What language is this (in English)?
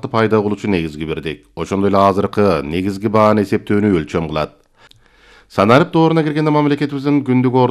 Kyrgyz